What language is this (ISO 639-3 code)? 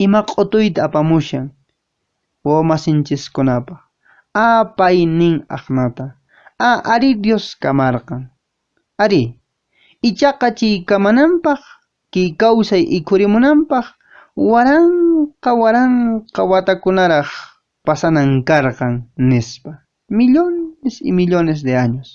que